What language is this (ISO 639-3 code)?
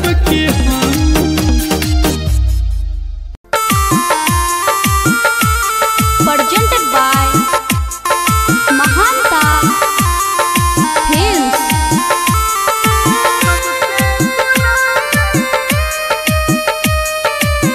mai